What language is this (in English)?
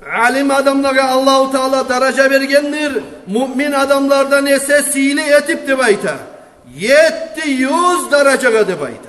Kumyk